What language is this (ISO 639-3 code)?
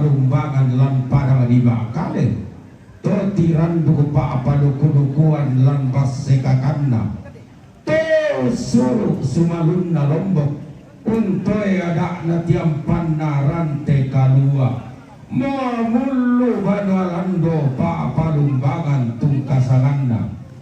sda